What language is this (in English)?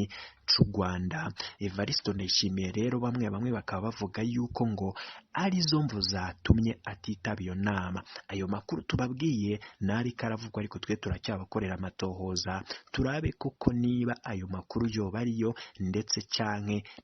Rundi